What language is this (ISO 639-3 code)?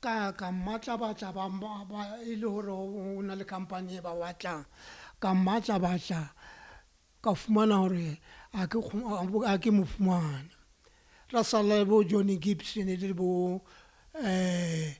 sot